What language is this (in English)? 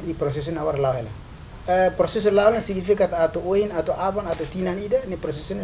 Tetum